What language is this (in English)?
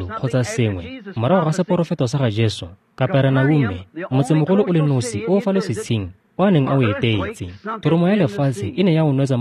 Tswana